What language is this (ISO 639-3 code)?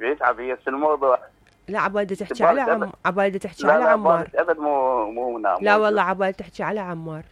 acm